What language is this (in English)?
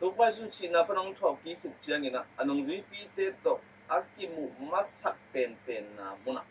Tedim Chin